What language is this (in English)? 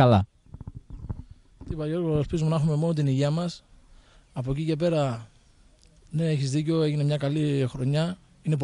Greek